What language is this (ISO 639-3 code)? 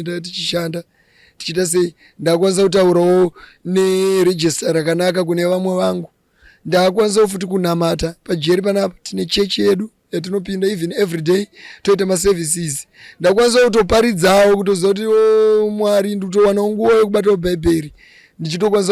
sna